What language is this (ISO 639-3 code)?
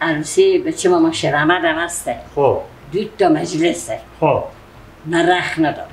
fas